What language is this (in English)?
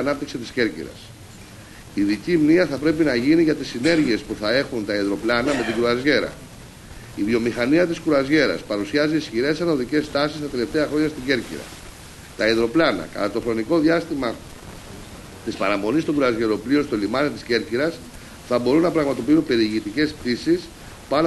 Greek